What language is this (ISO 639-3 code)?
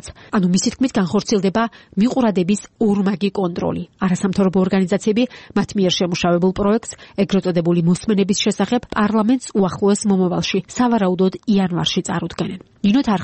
kat